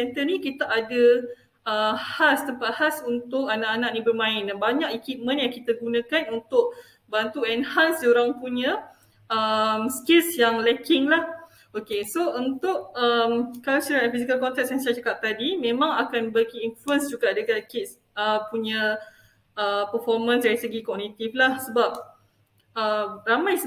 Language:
Malay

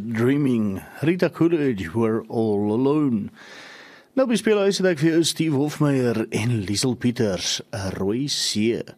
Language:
Afrikaans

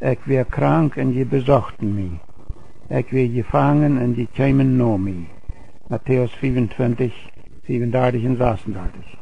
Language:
Plautdietsch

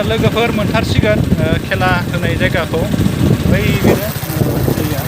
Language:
Bodo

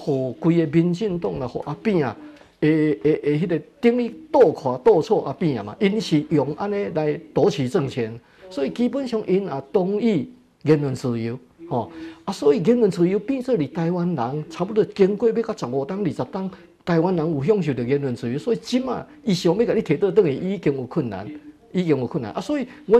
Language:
Min Nan Chinese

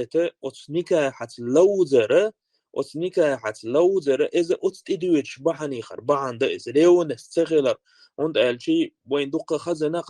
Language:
Chechen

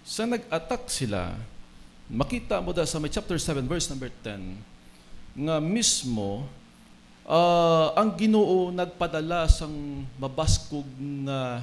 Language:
Hiligaynon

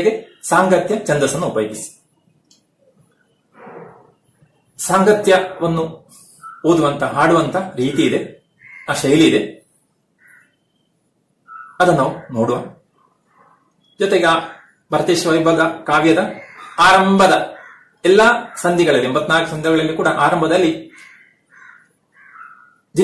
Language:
Kannada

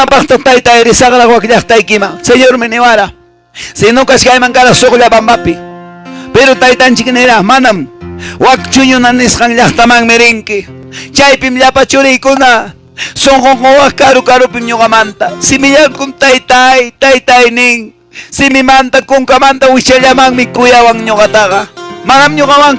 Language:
Quechua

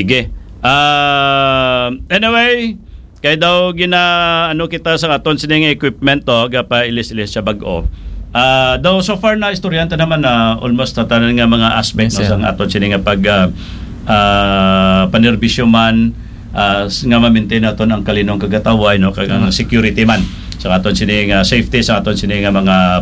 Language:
Hiligaynon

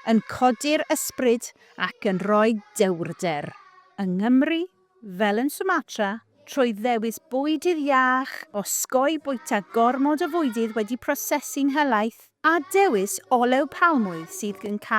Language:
Welsh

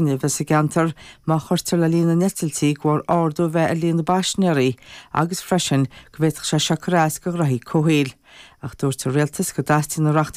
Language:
Irish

